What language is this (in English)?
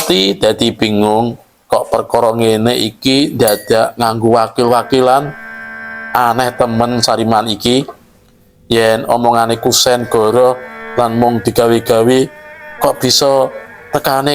Javanese